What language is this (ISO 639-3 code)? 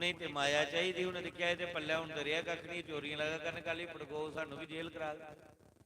doi